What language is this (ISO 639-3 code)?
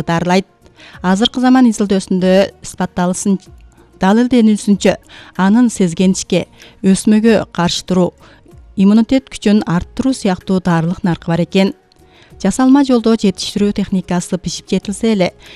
kir